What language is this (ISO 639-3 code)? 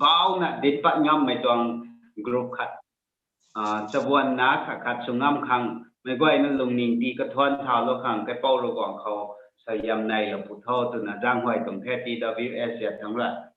nbu